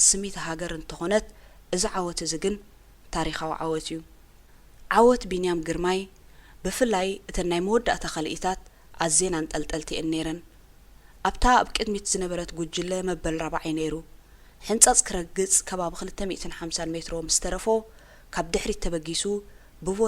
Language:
Tigrinya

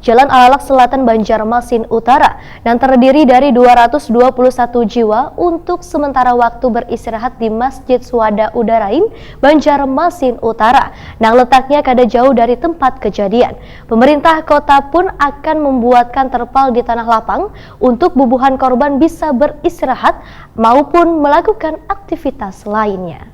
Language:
Banjar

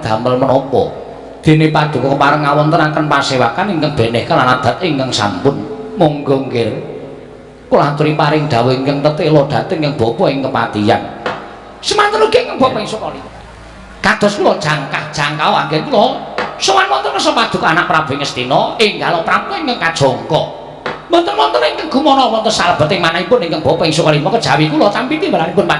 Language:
Javanese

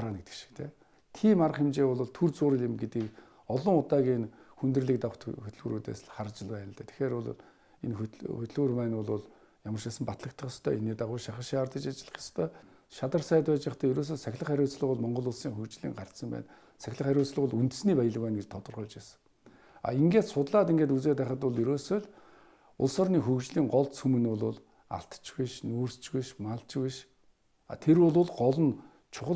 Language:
Mongolian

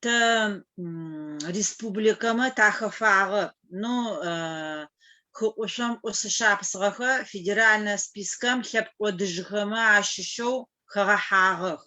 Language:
Adyghe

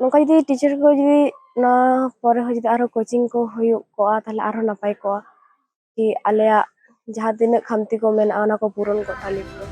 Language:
Santali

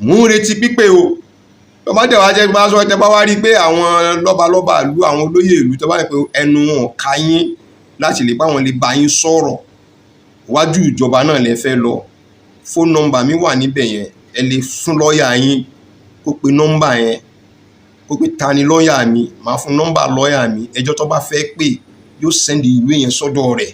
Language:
Yoruba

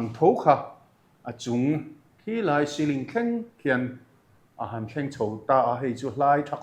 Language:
Mizo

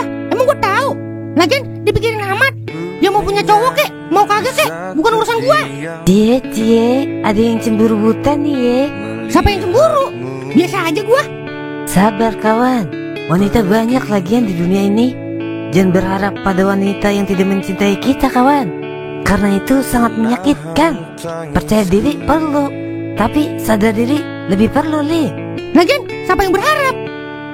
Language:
Betawi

